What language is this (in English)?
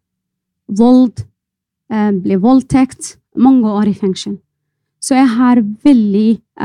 Norwegian